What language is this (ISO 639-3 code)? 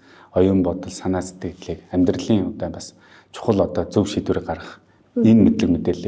mon